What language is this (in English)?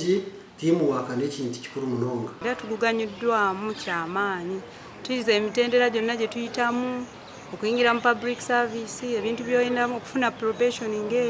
Nyankole